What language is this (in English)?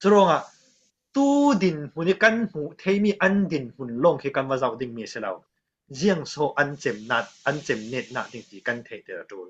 Falam Chin